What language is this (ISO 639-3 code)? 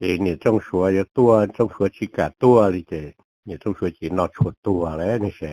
hmn